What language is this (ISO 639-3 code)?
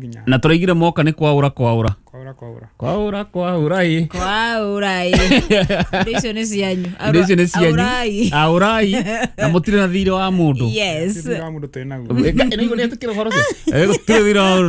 kik